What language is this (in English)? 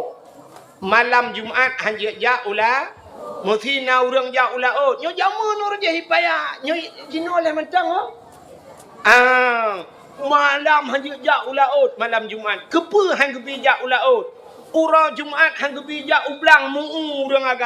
Achinese